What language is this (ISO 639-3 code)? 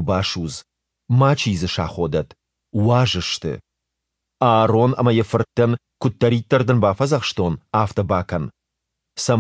oss